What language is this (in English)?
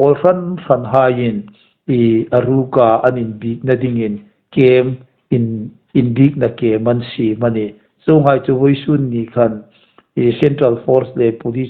Hmar